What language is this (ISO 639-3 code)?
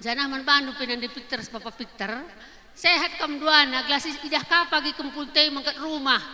btx